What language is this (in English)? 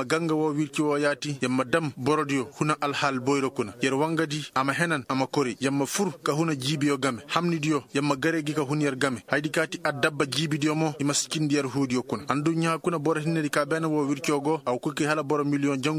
Koyraboro Senni